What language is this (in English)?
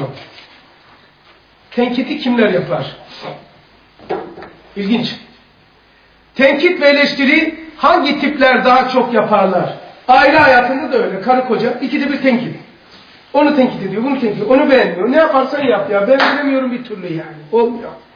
Turkish